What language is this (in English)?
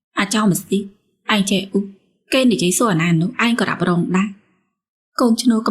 Khmer